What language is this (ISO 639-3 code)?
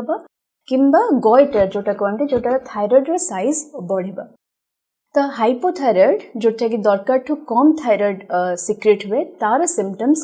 ori